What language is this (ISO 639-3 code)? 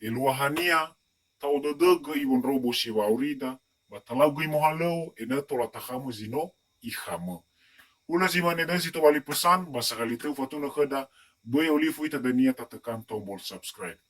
nia